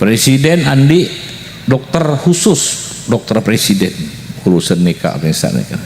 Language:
Madurese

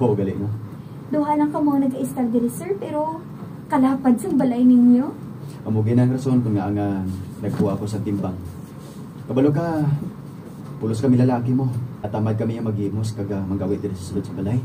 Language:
Hiligaynon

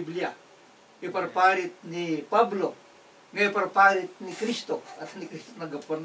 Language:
Iloko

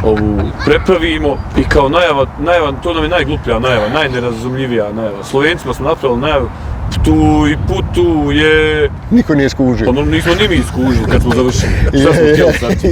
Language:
Bosnian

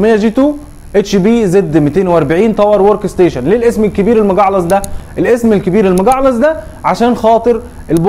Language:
Egyptian Arabic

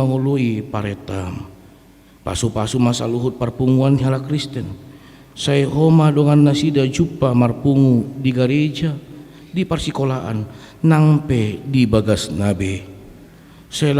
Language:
Batak Toba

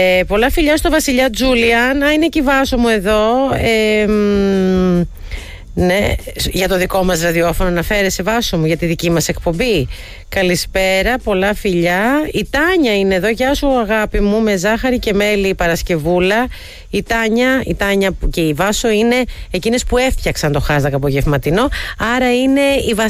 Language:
Greek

